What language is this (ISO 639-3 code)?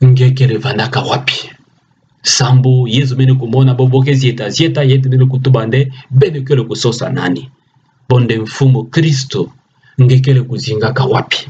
ktu